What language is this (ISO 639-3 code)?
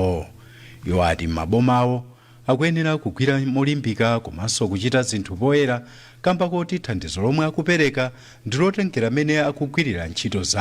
nya